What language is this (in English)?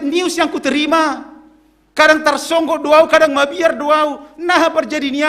Batak Simalungun